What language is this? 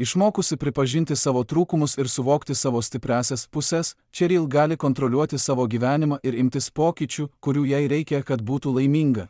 Lithuanian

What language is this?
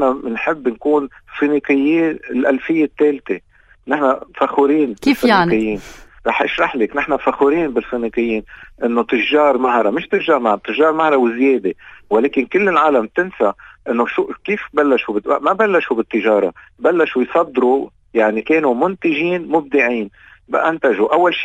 North Levantine Arabic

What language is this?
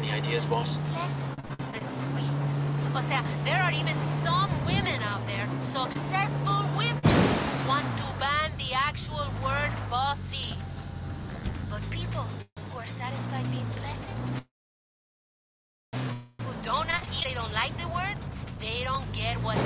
English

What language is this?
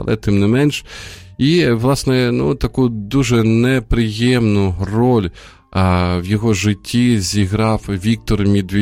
Ukrainian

